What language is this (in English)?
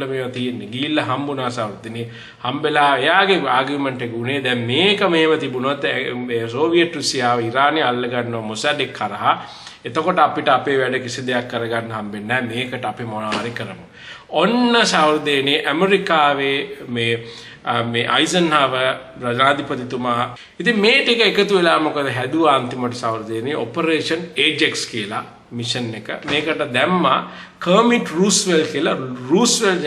Sinhala